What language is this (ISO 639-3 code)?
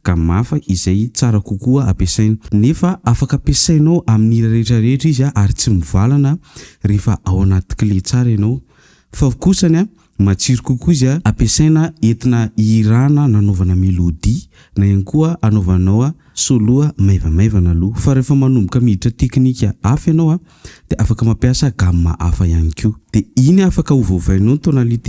mlg